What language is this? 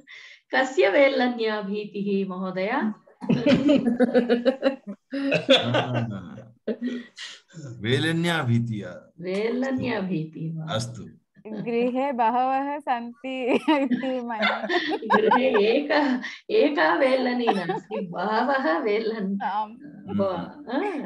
Sanskrit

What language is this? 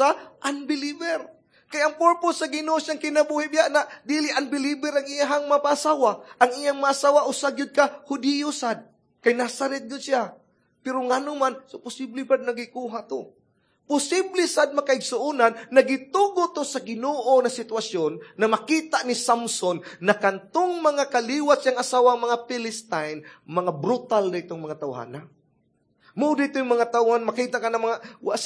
Cebuano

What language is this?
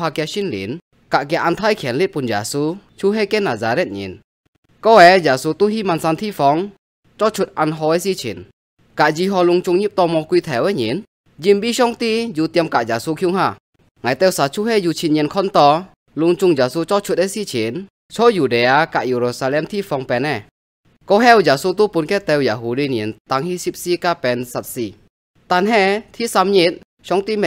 Hakka Chinese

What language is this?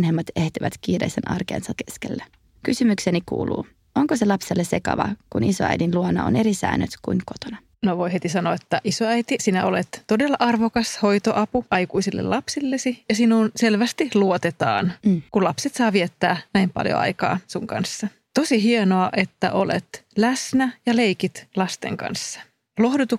Finnish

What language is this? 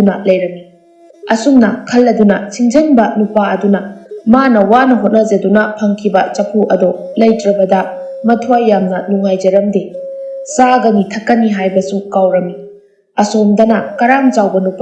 Manipuri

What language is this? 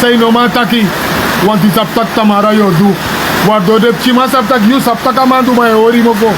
Sranan Tongo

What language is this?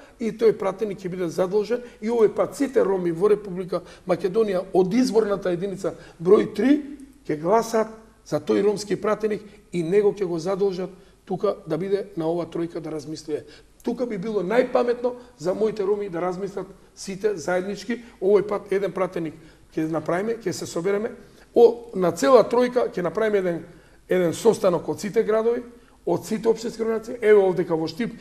Macedonian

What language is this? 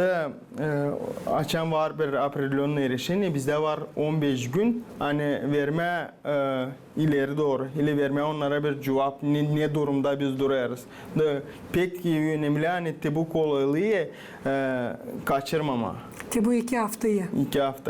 Gagauz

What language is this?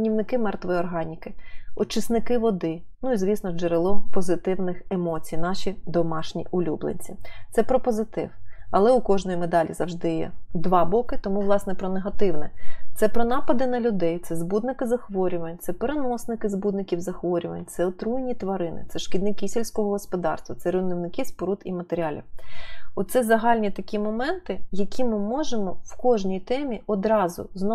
Ukrainian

